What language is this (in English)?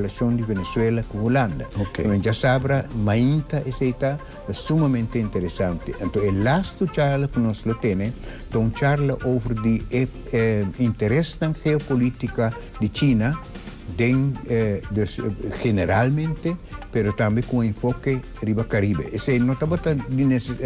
Papiamento